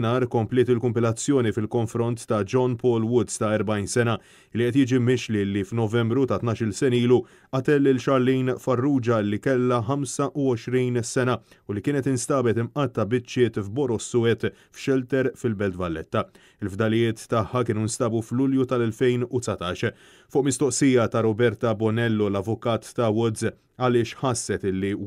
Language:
Maltese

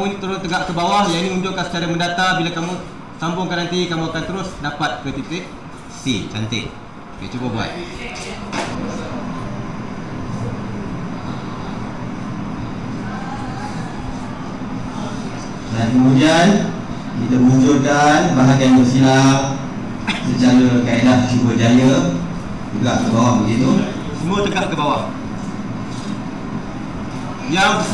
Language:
Malay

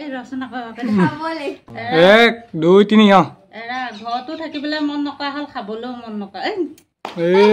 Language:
Assamese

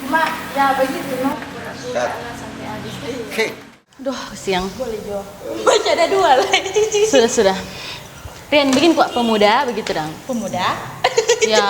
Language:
Manado Malay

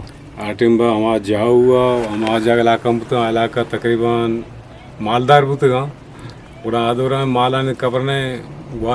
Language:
Eastern Balochi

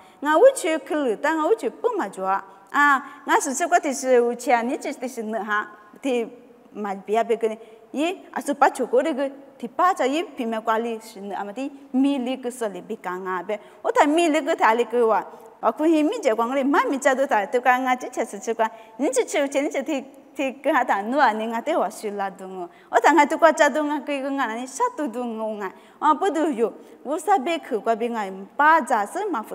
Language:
Lisu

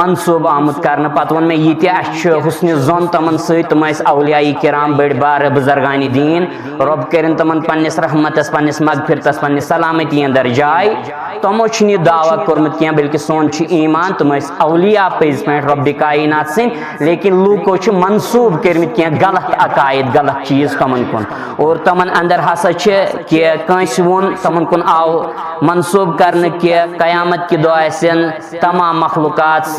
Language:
Kashmiri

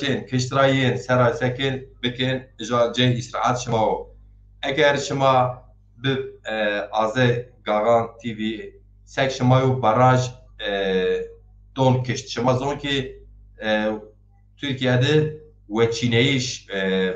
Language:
Zaza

